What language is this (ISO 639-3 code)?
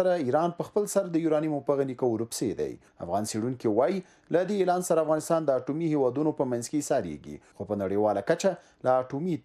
pus